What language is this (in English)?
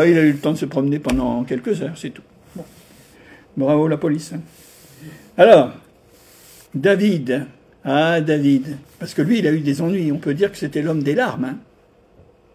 French